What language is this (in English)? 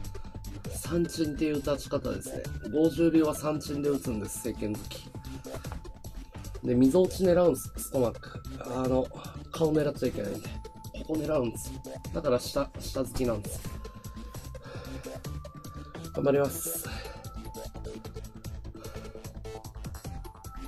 Japanese